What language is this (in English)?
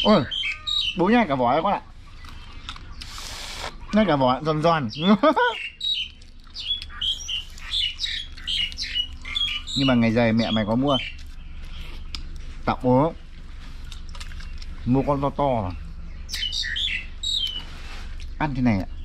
Vietnamese